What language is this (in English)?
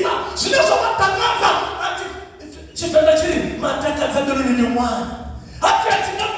Venda